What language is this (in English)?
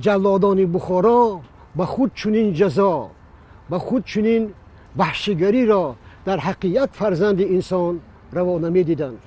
Tajik